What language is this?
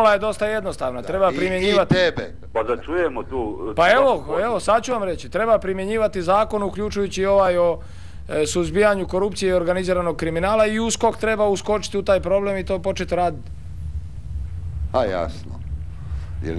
Croatian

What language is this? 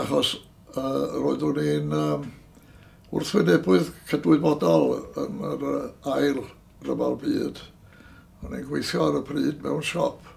Welsh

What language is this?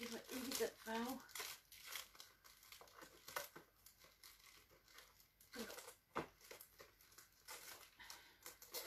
Danish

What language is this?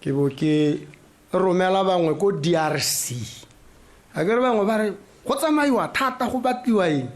Tswana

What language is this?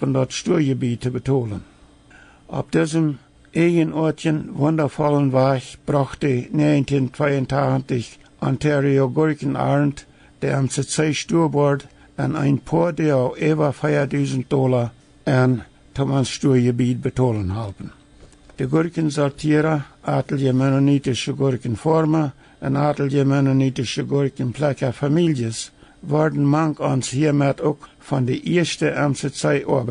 Plautdietsch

